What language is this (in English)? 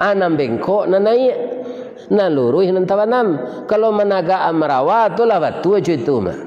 Minangkabau